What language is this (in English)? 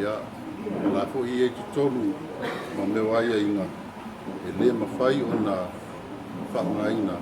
Samoan